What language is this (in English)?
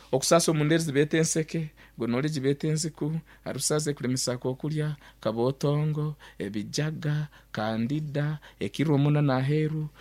Nyankole